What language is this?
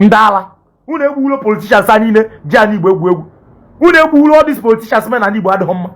Igbo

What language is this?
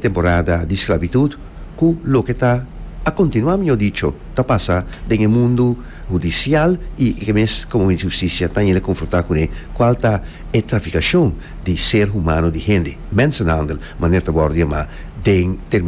Papiamento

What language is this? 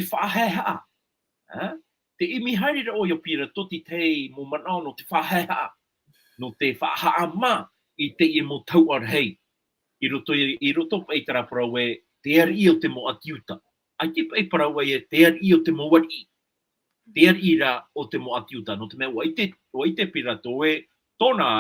Tahitian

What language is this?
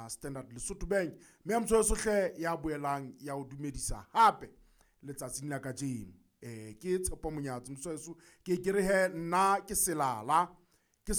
Southern Sotho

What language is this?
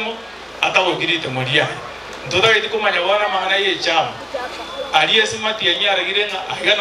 Gusii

